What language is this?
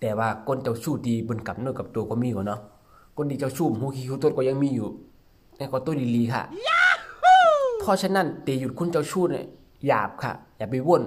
Shan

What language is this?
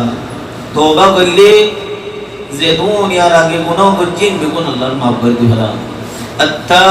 Rohingya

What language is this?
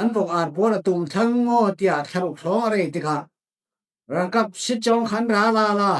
Falam Chin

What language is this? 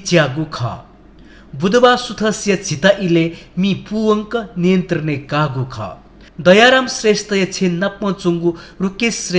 Newari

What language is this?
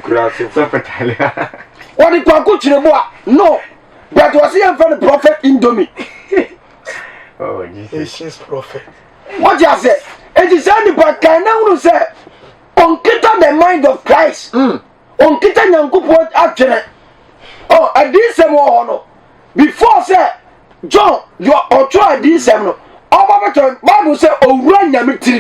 Akan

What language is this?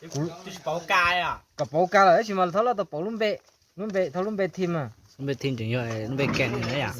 Hmong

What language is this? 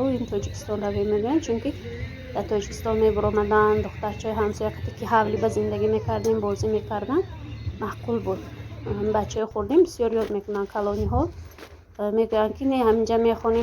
Tajik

